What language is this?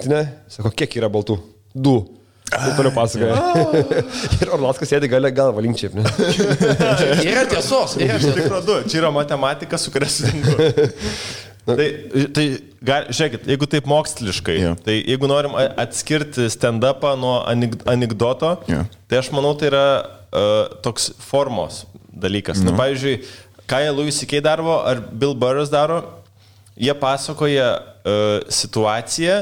Lithuanian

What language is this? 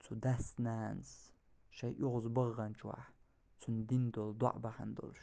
Chechen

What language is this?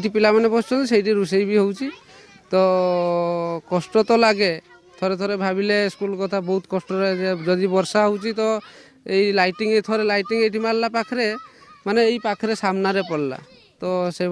Odia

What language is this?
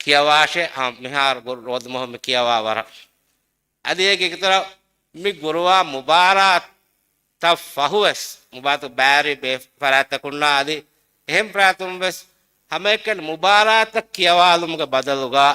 Divehi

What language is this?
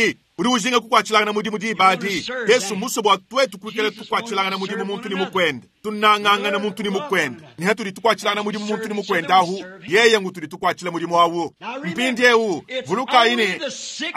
Luba-Lulua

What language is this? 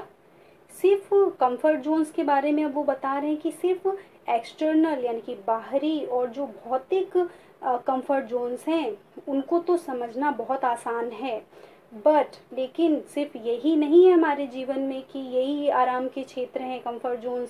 Hindi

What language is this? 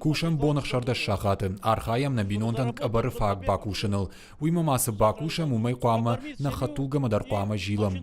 Ossetic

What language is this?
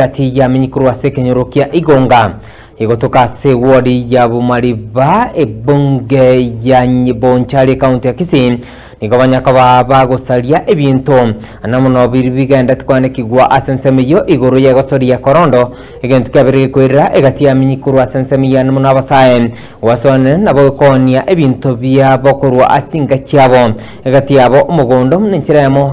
Gusii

